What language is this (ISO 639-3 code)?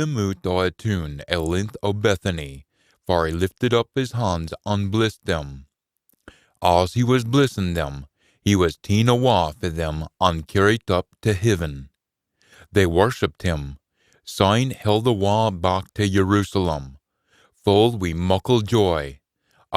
sco